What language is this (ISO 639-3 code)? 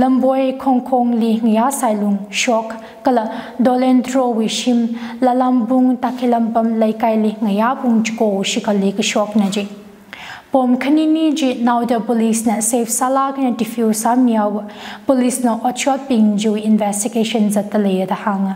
nmf